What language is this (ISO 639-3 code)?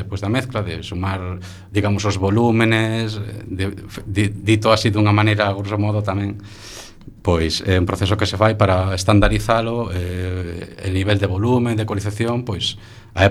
glg